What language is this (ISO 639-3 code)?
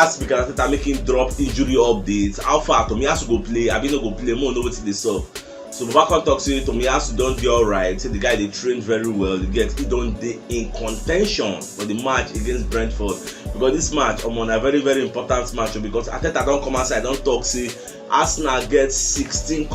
pcm